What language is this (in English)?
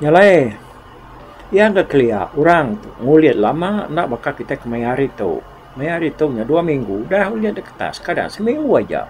Iban